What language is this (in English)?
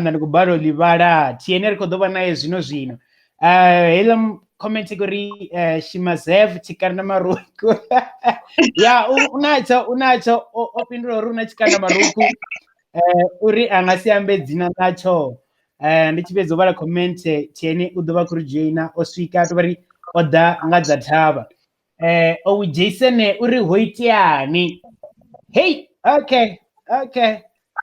Venda